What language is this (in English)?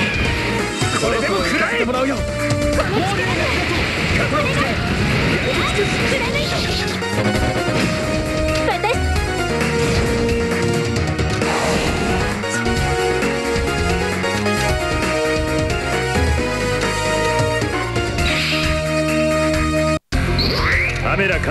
Japanese